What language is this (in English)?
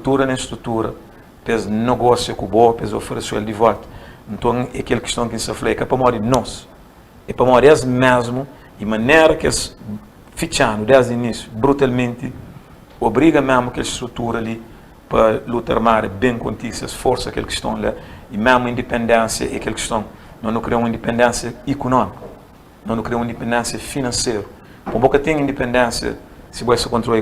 Kabuverdianu